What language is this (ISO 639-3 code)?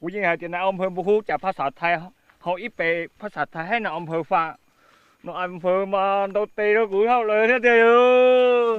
hmn